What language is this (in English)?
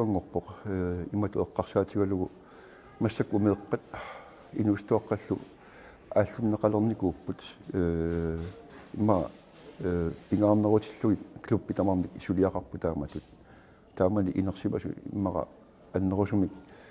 Kalaallisut